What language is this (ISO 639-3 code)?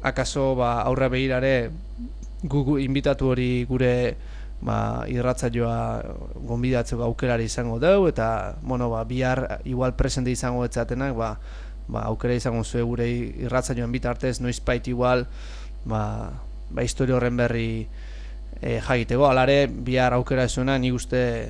eus